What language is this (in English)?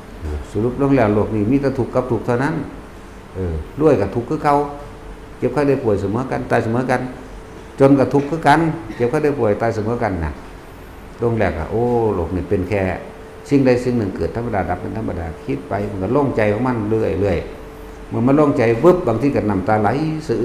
Northeastern Thai